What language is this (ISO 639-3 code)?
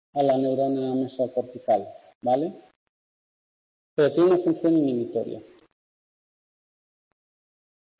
spa